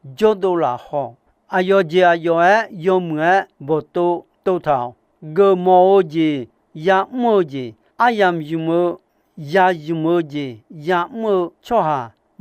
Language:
Akha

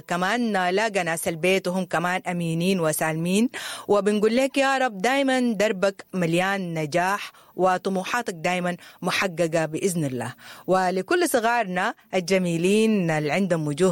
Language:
Sudanese Arabic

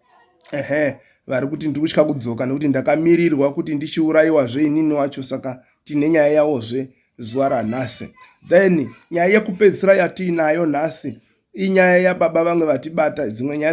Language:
Shona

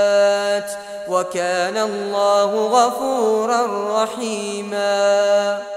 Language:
Arabic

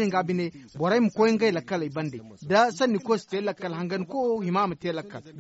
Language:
Zarma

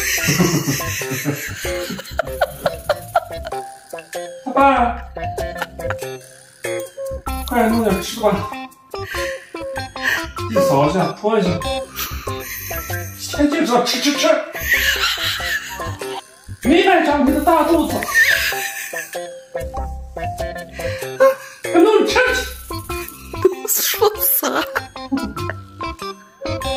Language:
Chinese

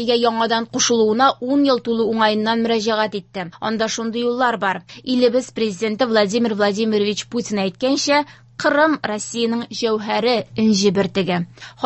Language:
Tatar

